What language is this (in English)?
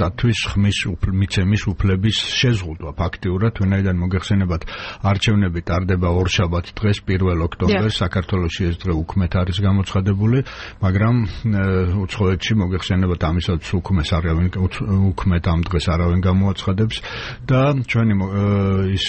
Georgian